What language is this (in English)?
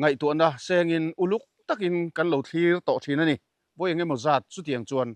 Mizo